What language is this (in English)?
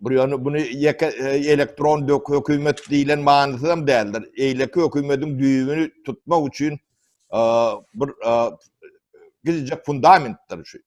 Turkmen